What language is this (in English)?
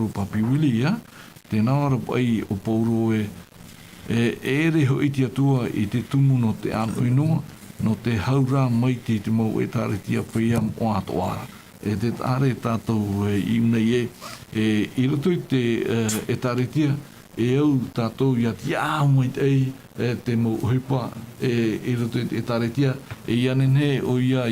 Tahitian